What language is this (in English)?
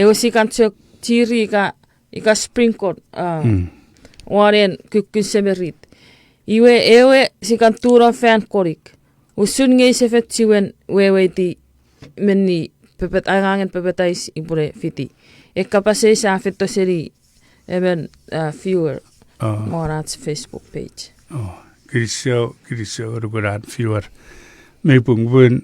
Chuukese